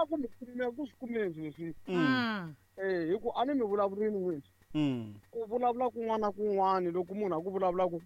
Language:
Tsonga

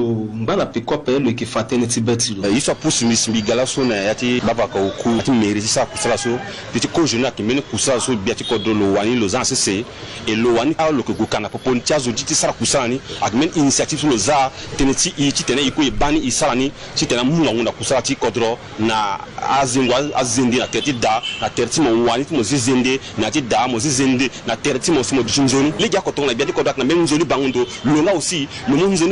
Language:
Sango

